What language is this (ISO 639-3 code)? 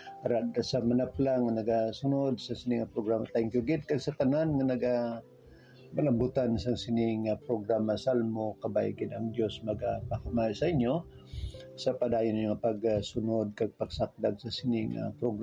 hil